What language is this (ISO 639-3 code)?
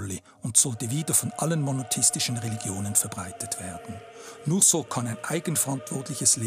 gsw